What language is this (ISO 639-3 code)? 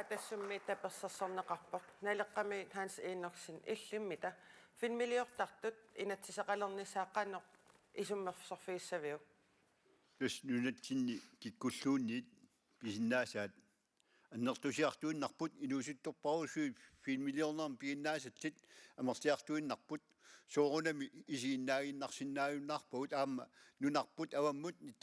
kal